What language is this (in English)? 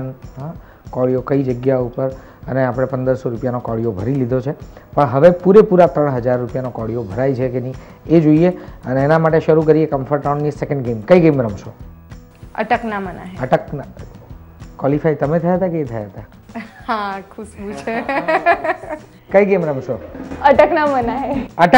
Gujarati